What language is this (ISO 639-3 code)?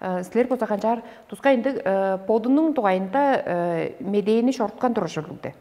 tyv